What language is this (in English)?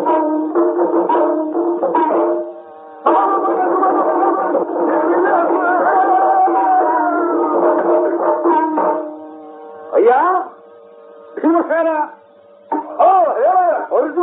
Kannada